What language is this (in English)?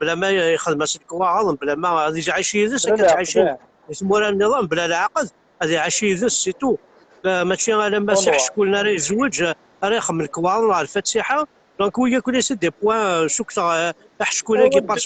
Kabyle